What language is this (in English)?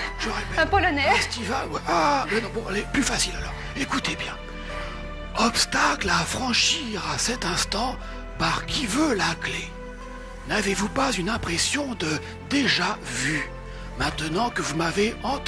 French